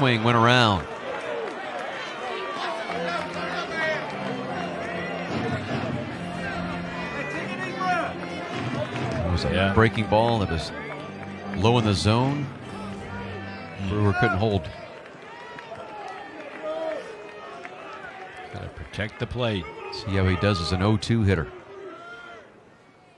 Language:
English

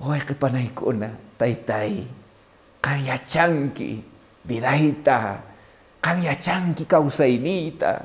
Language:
Quechua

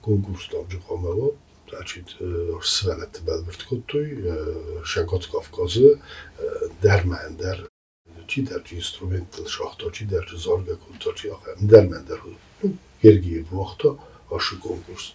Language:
Ossetic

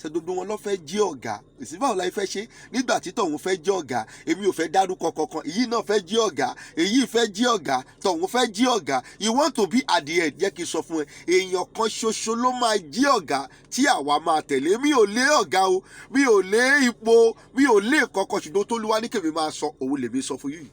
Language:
Yoruba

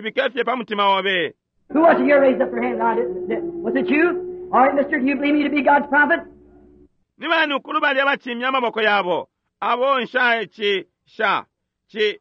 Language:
Bemba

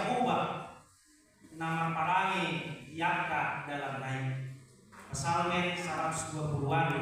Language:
Batak Toba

